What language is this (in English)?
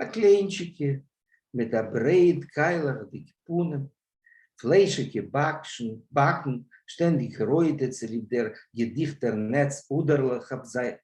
Yiddish